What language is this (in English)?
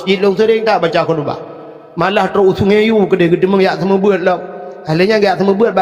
Achinese